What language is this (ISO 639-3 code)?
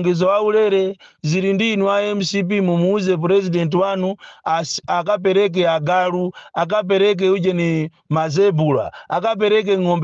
nya